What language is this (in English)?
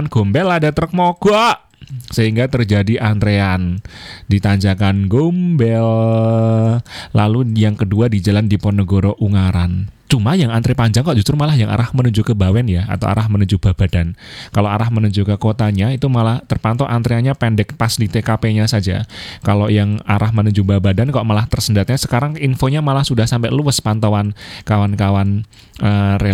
Indonesian